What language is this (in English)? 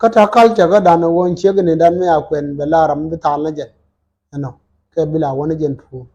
Nuer